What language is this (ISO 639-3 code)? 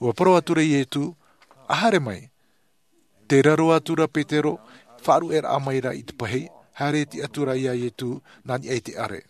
tah